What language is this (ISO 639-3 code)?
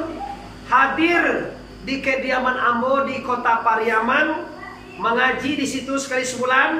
min